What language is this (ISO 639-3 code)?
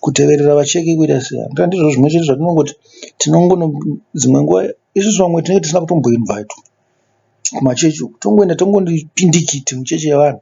sna